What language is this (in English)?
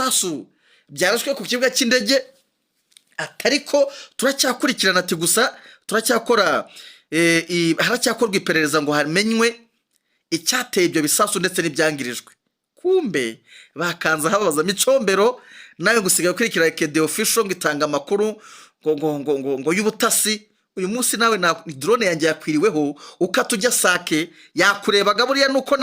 Kinyarwanda